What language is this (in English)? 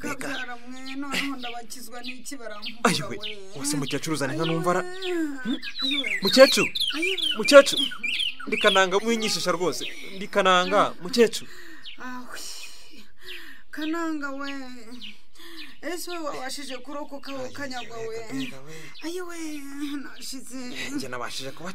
Kinyarwanda